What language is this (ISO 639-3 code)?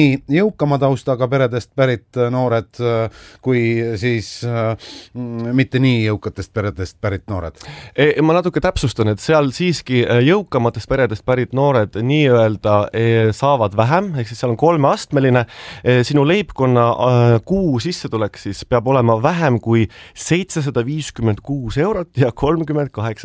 est